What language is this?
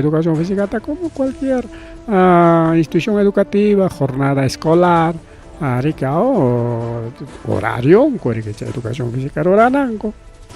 Ayacucho Quechua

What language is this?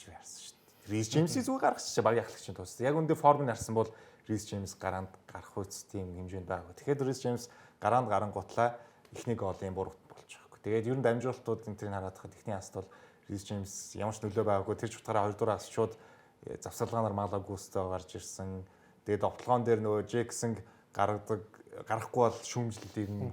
Mongolian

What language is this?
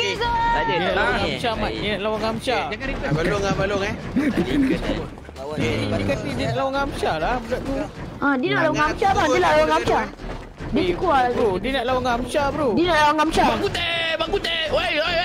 Malay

